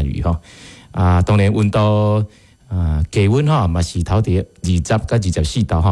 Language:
Min Nan Chinese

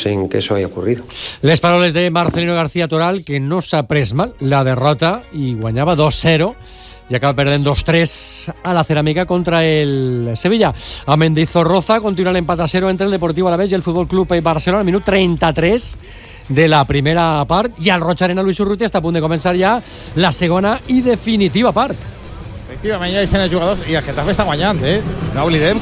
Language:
Catalan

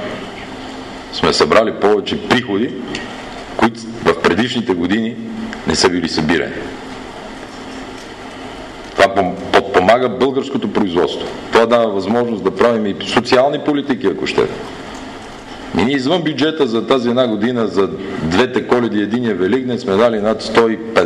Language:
Bulgarian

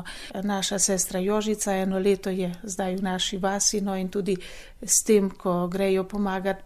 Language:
Slovenian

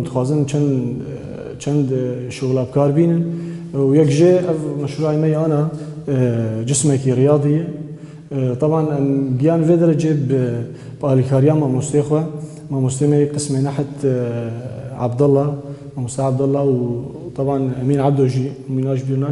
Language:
Kurdish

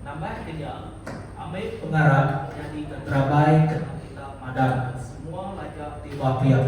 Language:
Iban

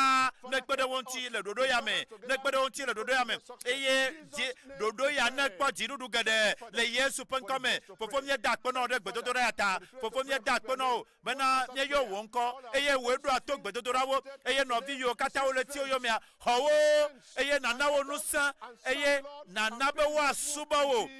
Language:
Ewe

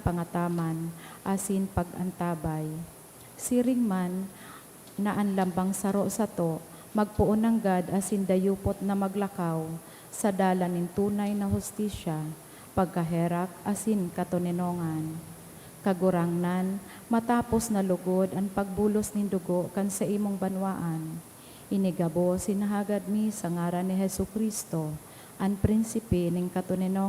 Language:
Bikol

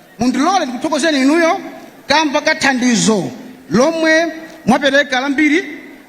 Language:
Nyanja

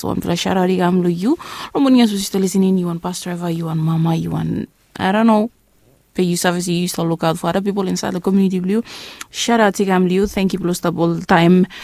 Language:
Bislama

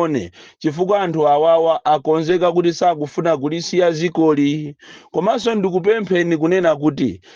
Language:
Nyanja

